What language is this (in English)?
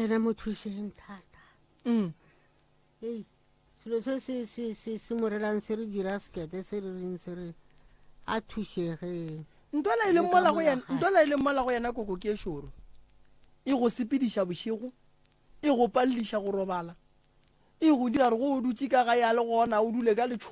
Northern Sotho